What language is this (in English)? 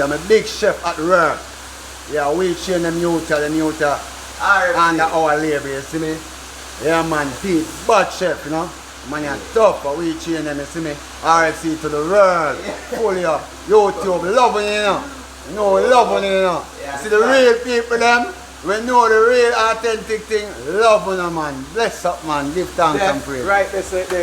Jamaican Creole English